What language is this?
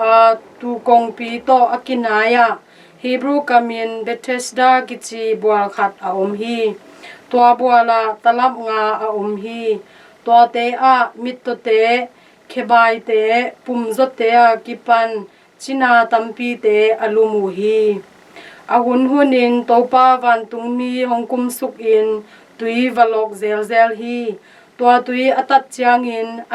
Tedim Chin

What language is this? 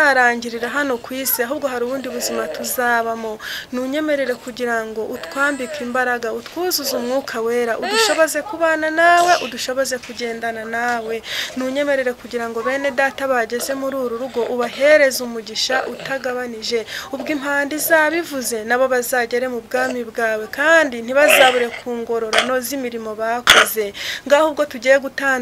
Kinyarwanda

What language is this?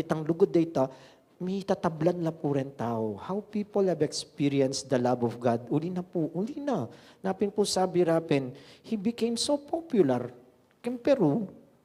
Pampanga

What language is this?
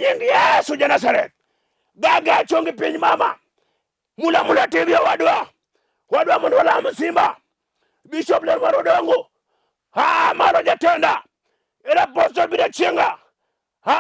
Luo (Kenya and Tanzania)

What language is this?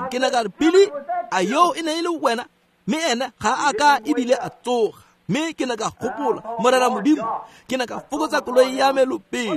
Tswana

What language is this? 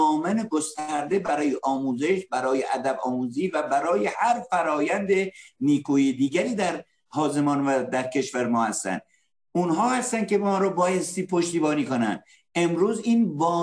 Persian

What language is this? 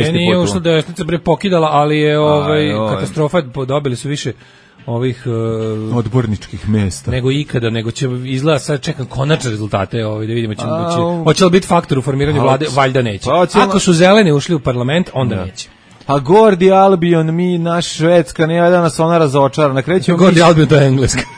Serbian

